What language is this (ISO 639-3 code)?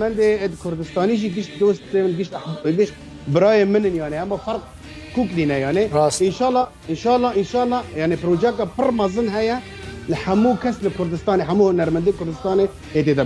kur